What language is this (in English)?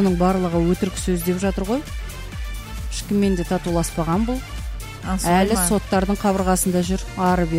Kazakh